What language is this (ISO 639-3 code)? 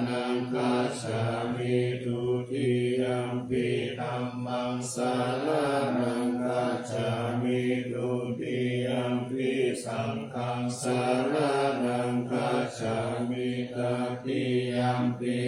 pli